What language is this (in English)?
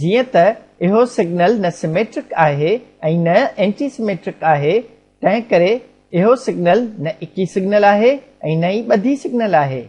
Sindhi